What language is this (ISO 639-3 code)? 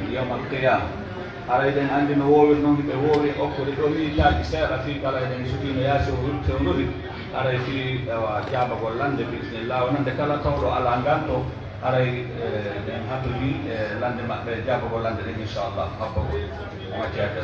fuf